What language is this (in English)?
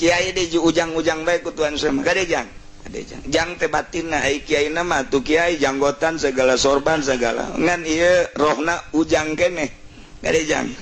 Sundanese